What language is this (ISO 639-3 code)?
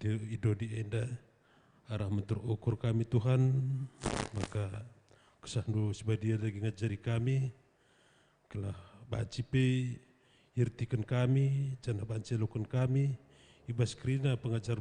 btx